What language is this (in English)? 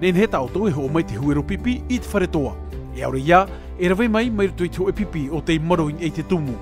Tahitian